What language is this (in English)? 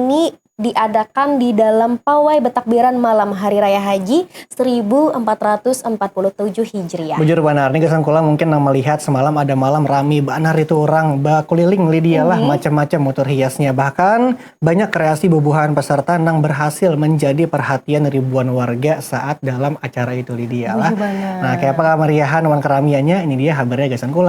Banjar